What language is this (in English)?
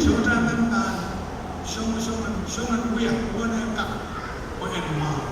Pohnpeian